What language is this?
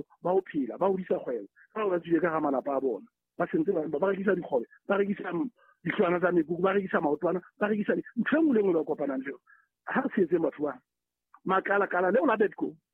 Southern Sotho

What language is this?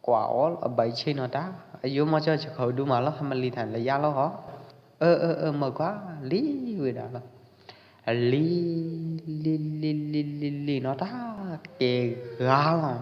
Pwo Eastern Karen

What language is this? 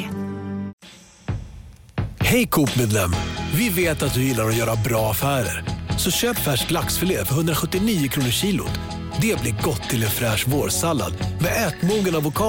Swedish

